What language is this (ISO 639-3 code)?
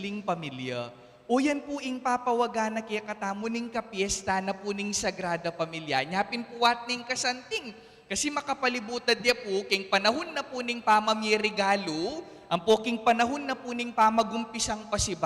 pam